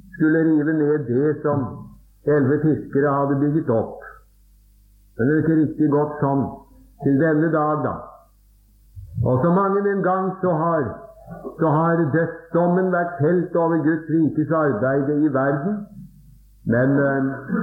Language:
Norwegian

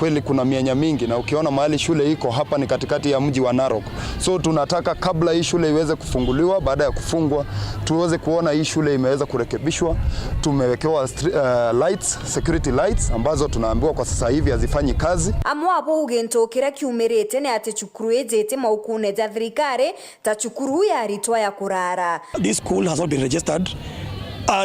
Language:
Meru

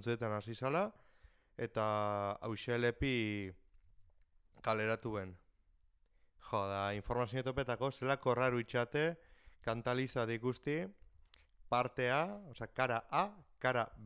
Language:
Basque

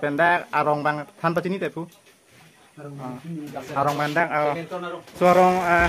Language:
Karbi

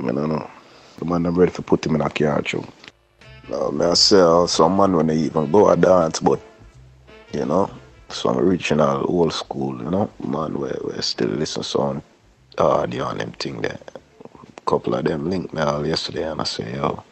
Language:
Jamaican Creole English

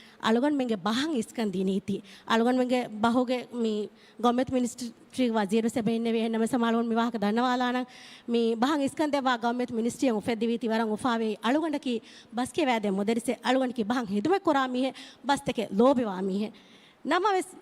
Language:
Divehi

